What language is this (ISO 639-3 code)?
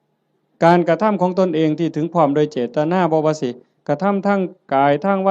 tts